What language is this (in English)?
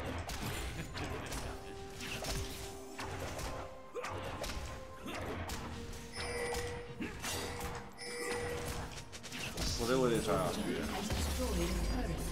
Chinese